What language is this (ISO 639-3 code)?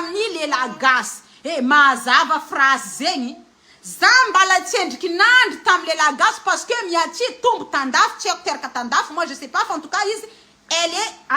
mlg